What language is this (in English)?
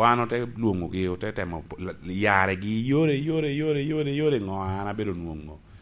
Lango (Uganda)